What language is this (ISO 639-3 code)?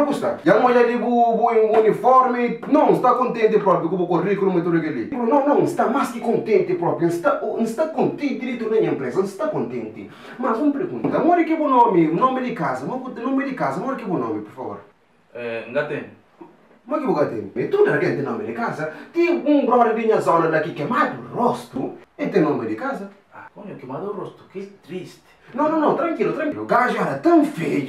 kea